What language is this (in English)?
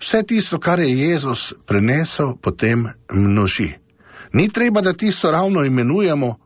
Slovenian